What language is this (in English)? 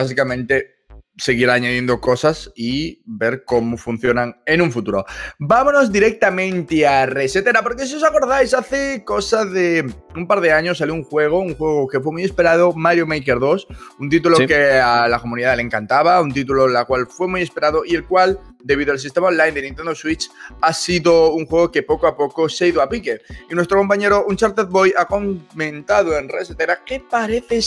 Spanish